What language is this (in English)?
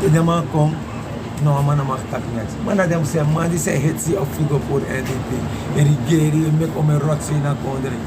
Sranan Tongo